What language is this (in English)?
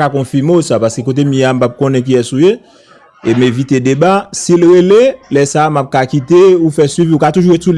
Haitian Creole